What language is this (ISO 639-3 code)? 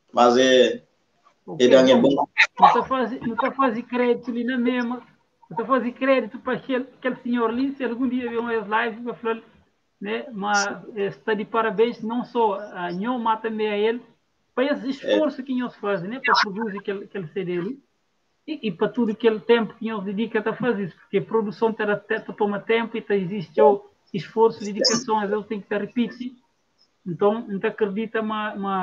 kea